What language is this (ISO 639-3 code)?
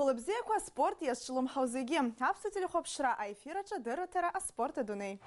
abk